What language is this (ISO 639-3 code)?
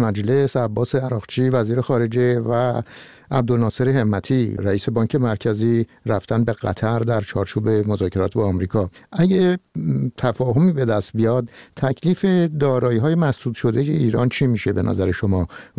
fas